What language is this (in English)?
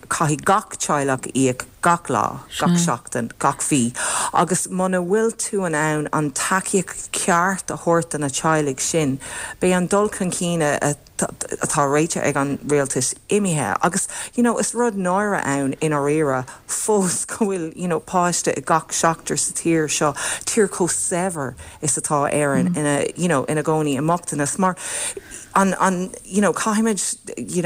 Irish